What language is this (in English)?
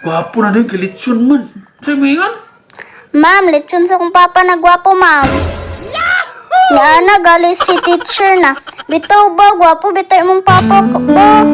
Cebuano